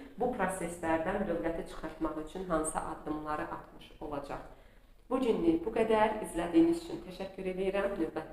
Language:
Azerbaijani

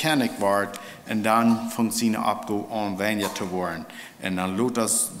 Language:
Plautdietsch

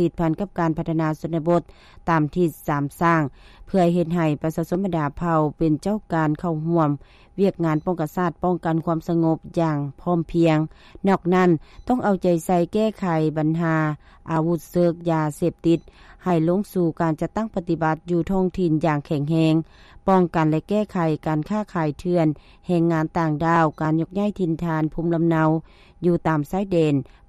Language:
Lao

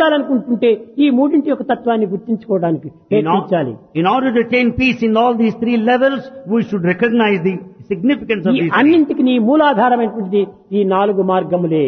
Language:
Telugu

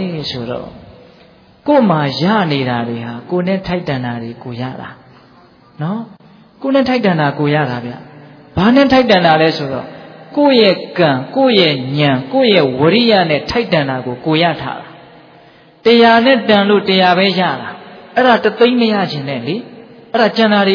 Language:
Burmese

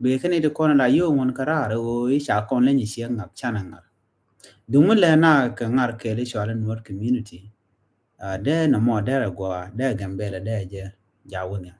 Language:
Nuer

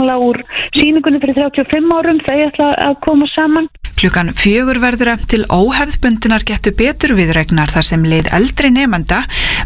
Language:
Icelandic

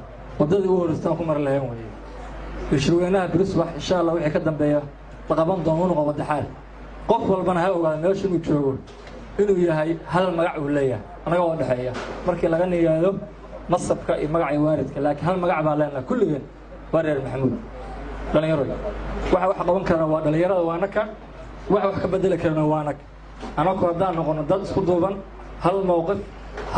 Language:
Somali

